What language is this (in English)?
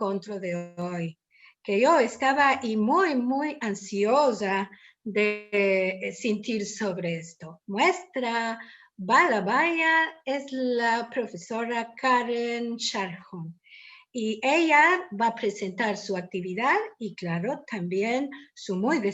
Ladino